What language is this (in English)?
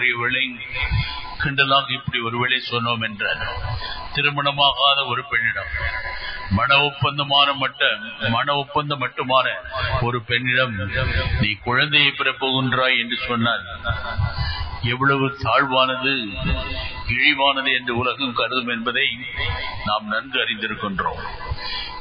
Tamil